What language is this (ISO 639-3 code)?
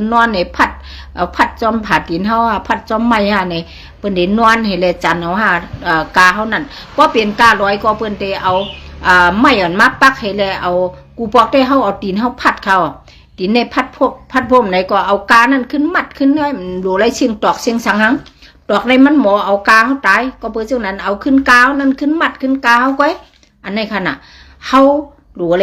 shn